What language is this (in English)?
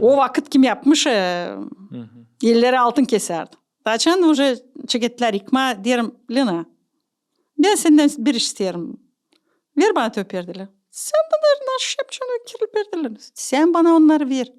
Gagauz